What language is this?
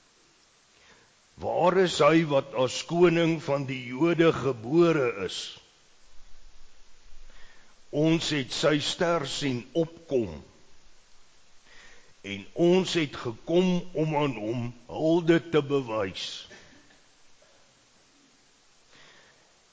Afrikaans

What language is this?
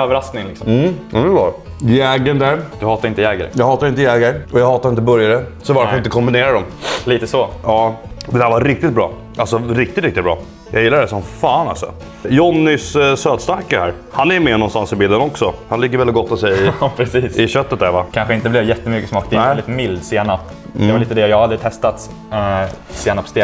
Swedish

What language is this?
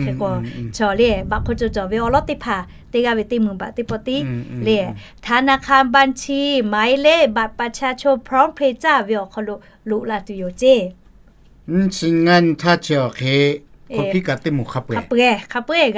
Lahu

